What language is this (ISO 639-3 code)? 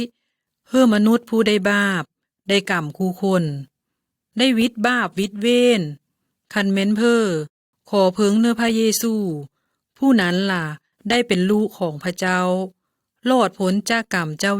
lao